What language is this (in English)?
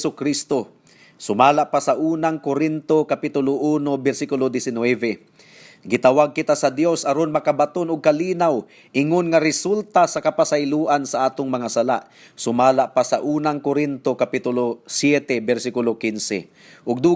Cebuano